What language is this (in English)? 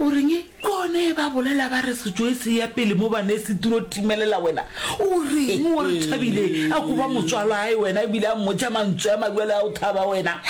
Northern Sotho